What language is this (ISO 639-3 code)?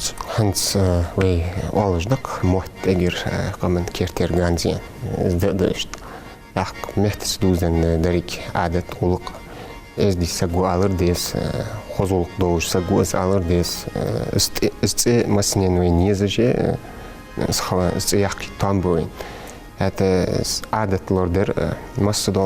inh